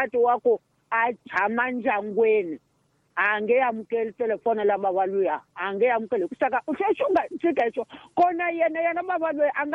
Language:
Tsonga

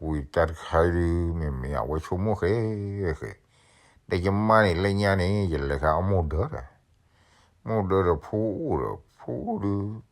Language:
S'gaw Karen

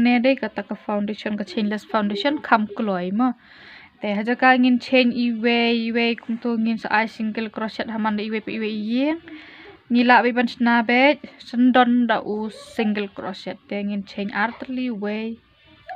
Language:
Khasi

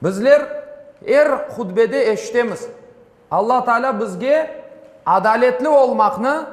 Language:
Crimean Tatar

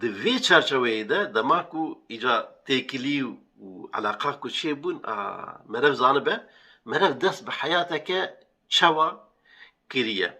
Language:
Kurdish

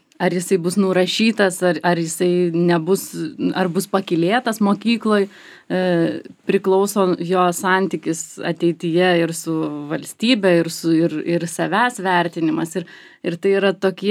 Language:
Lithuanian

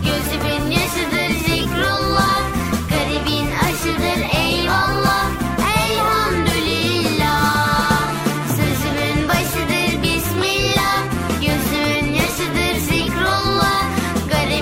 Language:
Turkish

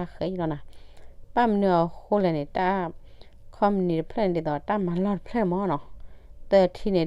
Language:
S'gaw Karen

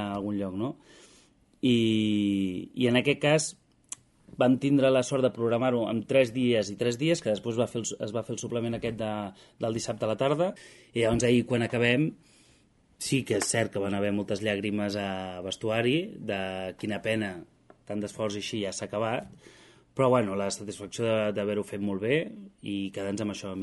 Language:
Catalan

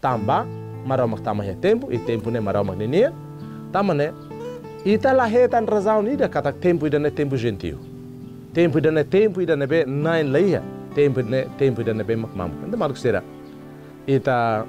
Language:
Tetum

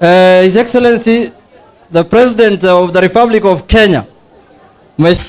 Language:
Somali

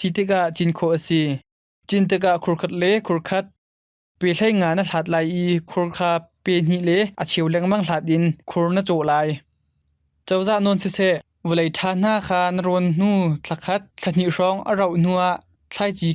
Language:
Hakha Chin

